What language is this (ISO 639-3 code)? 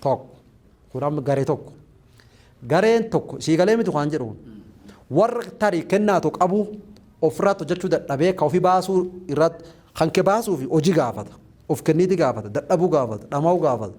orm